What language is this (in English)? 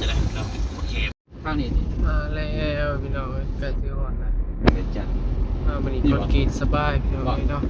Northeastern Thai